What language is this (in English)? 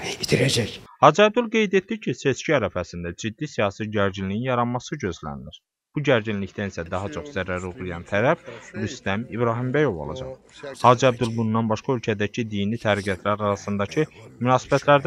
Azerbaijani